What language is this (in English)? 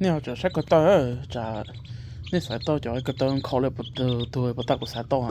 Hmong